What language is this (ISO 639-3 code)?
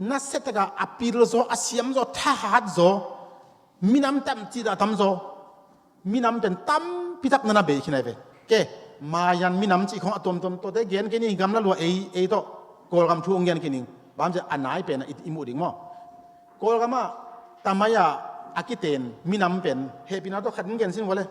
ctd